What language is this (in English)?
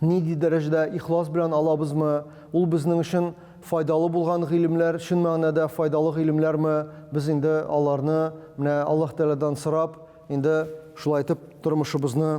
Tatar